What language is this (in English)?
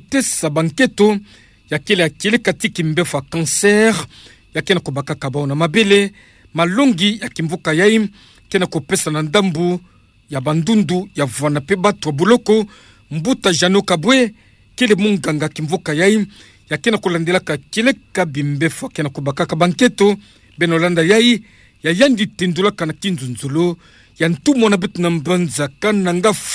Kituba (Democratic Republic of Congo)